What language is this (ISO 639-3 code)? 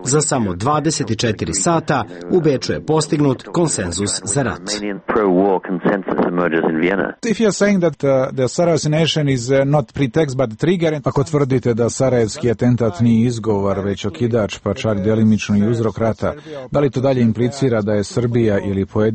srp